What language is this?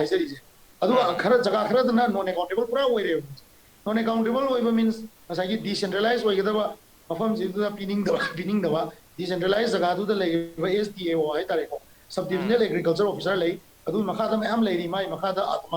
Manipuri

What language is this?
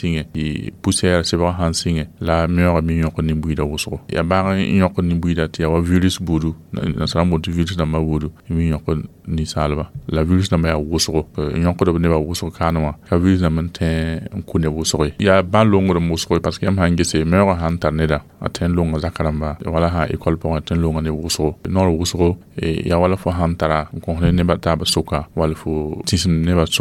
Mossi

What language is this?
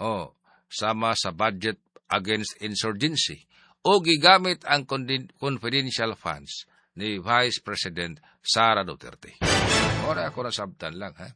Cebuano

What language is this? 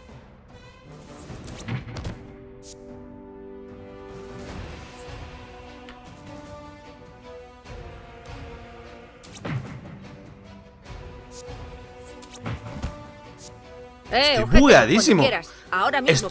Spanish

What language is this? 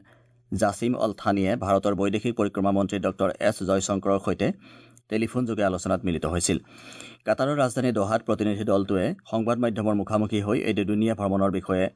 Assamese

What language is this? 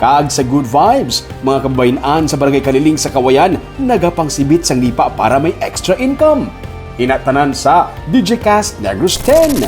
Hiligaynon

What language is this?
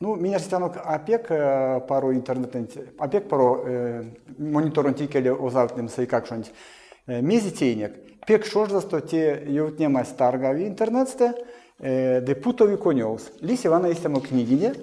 Erzya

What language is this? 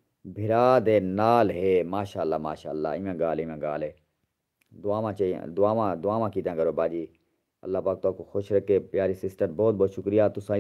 Saraiki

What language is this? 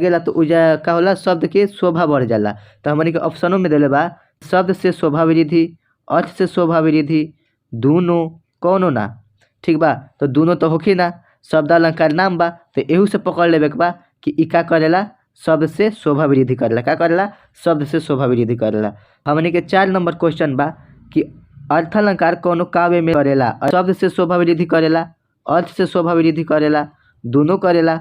Bhojpuri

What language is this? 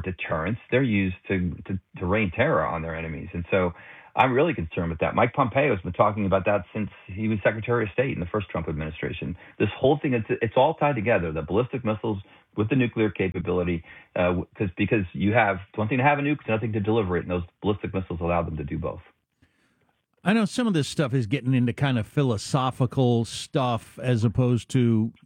English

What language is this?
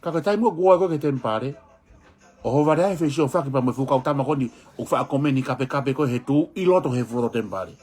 Tongan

